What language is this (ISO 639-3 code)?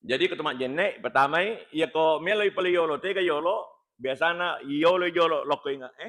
bug